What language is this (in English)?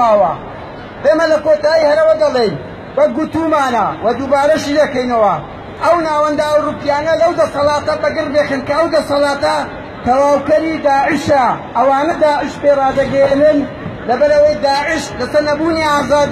Central Kurdish